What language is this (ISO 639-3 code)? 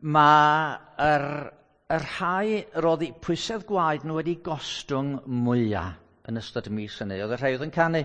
cym